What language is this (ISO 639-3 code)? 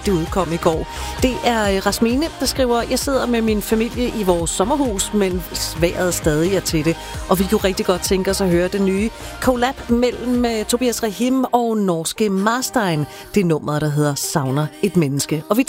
dan